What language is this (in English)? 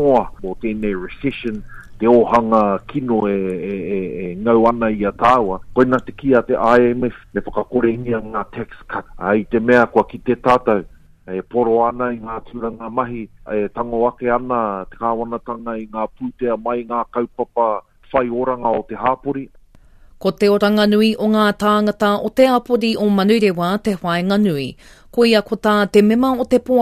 Māori